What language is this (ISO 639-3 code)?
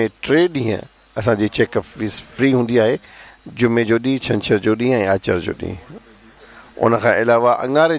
snd